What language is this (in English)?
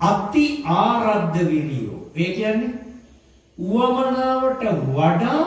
Sinhala